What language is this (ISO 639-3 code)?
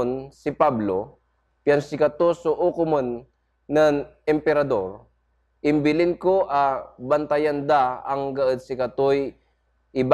pag